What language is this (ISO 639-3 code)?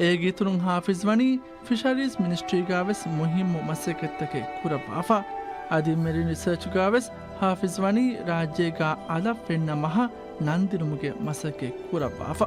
div